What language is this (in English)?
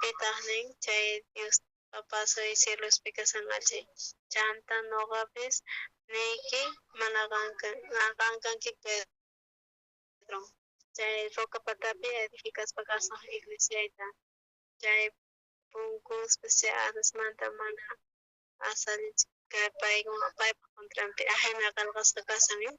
South Bolivian Quechua